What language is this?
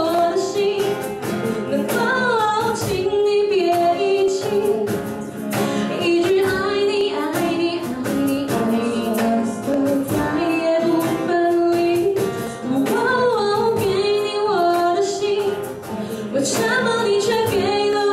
Chinese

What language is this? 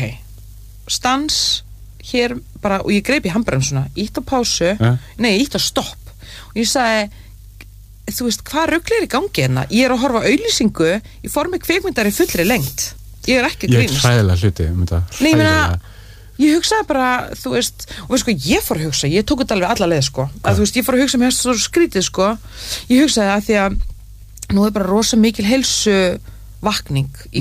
Icelandic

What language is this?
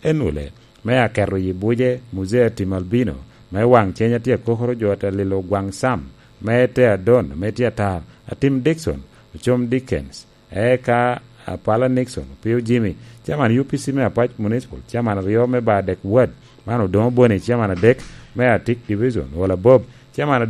Lango (Uganda)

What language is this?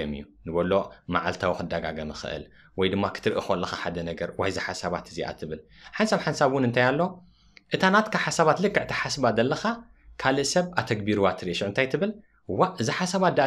Tigrinya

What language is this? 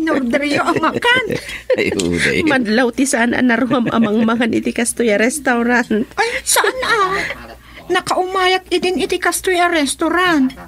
Iloko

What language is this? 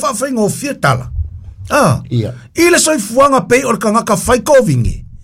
Samoan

